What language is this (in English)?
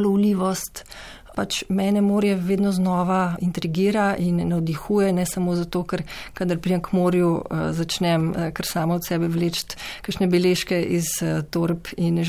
Slovenian